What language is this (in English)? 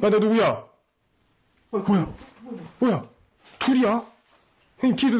Korean